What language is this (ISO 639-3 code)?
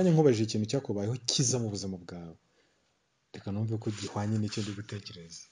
kin